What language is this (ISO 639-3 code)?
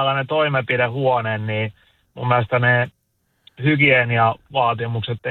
fin